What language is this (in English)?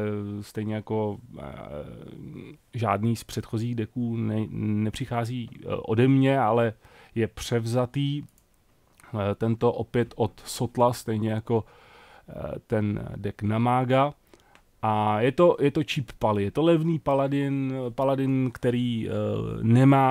Czech